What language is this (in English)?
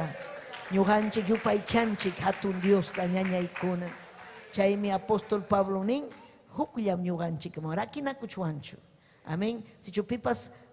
Ayacucho Quechua